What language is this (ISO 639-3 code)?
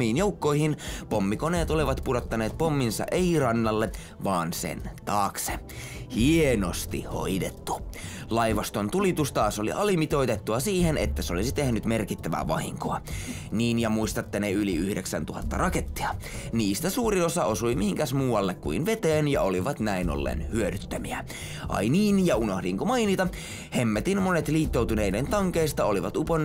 fin